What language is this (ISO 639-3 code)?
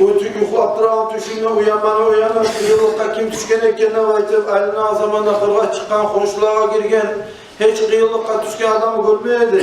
kum